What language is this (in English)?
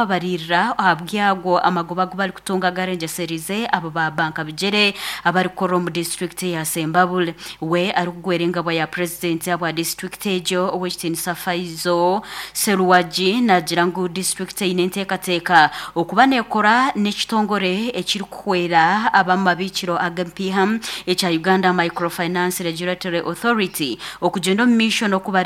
Nyankole